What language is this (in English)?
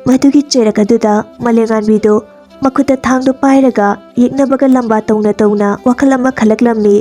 Manipuri